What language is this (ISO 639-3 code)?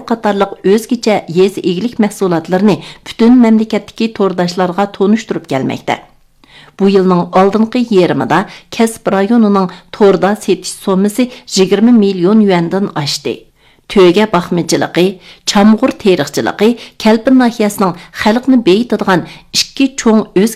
uig